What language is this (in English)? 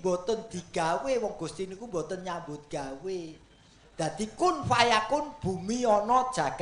Javanese